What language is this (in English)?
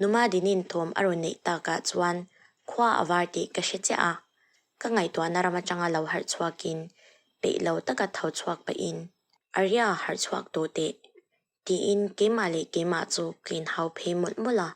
Mizo